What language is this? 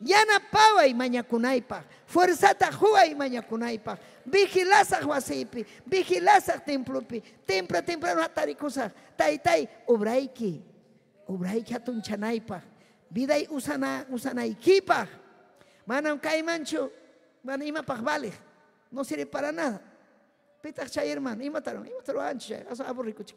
Ayacucho Quechua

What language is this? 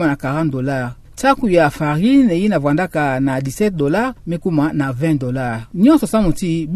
Kituba (Democratic Republic of Congo)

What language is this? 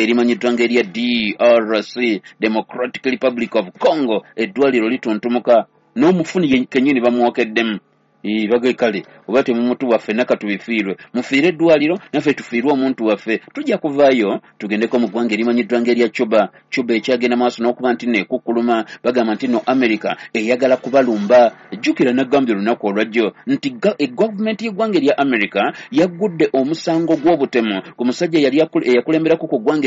Ganda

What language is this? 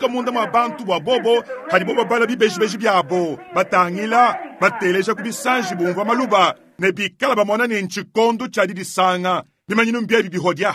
Luba-Lulua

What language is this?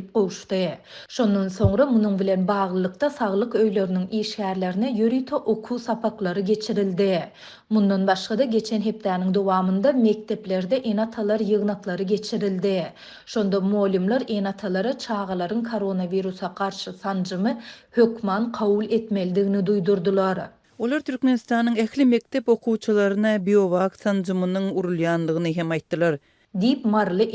Turkmen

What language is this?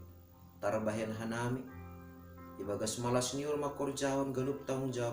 Batak Simalungun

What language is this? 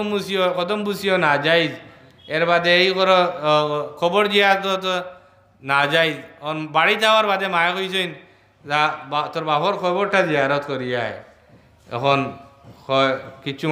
Sylheti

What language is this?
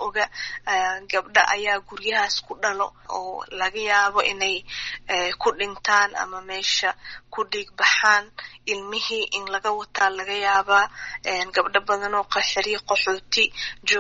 Somali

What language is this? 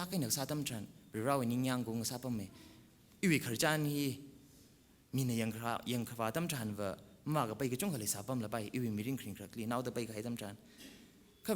Tangkhul Naga (India)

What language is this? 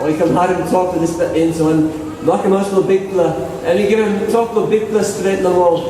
Tok Pisin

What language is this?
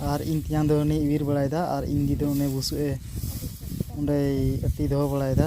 Santali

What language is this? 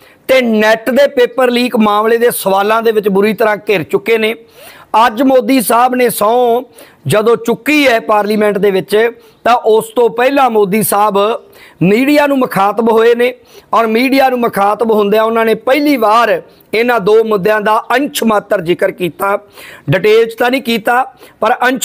Punjabi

